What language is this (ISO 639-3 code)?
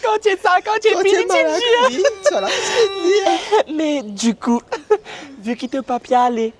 mfe